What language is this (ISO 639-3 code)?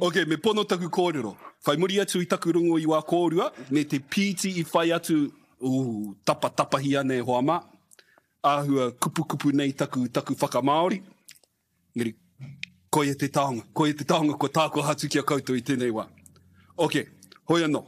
mri